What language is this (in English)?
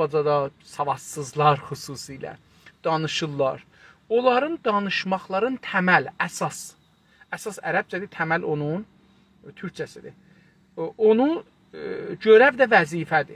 South Azerbaijani